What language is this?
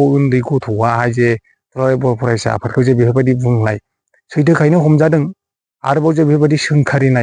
Bodo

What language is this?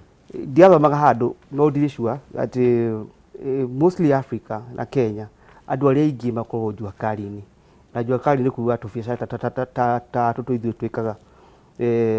Kikuyu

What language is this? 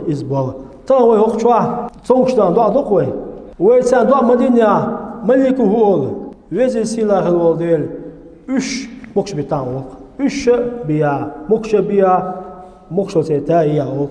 Chechen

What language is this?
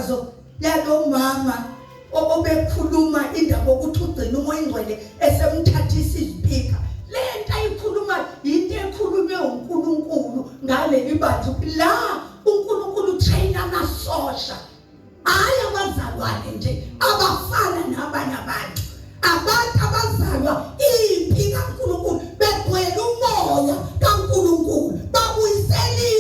Zulu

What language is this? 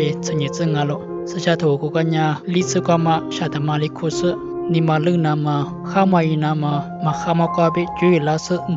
Lisu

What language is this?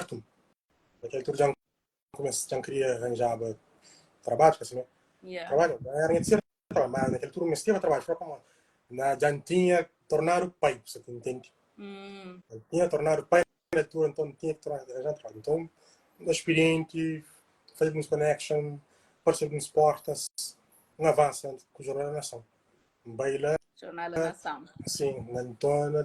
Kabuverdianu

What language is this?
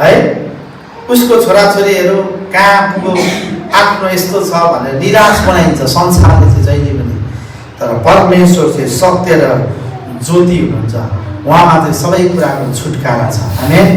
Nepali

